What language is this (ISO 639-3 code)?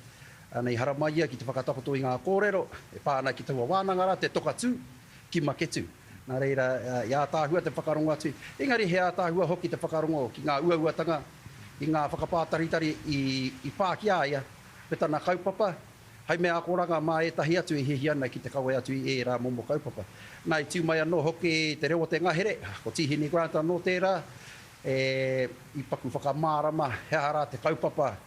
mri